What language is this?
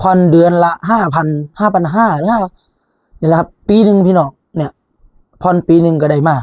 Northeastern Thai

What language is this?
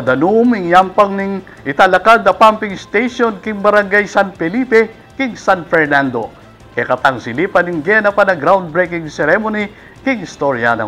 Pampanga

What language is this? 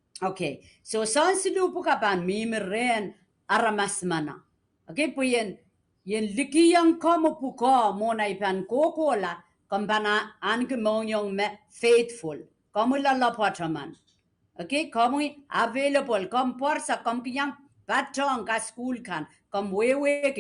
Pohnpeian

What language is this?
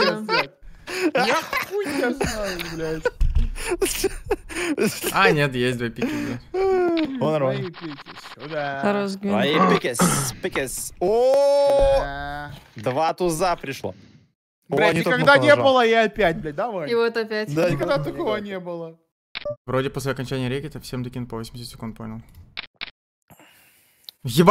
Russian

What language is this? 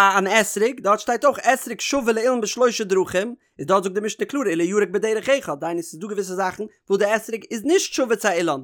Yiddish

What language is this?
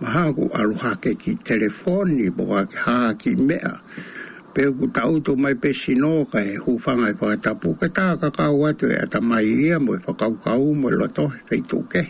Tongan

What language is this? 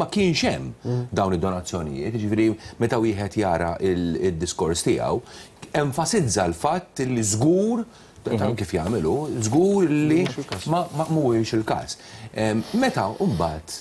Maltese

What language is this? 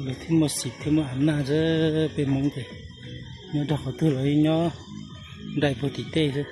Hmong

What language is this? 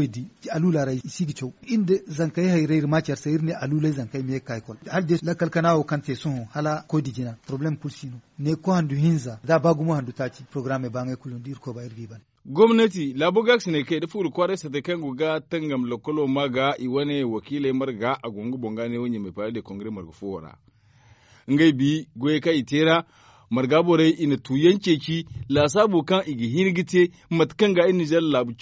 Zarma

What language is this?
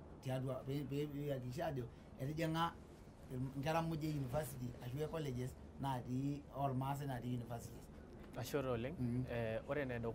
Masai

